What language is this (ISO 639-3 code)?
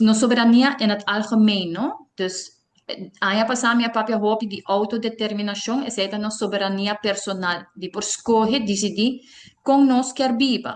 pap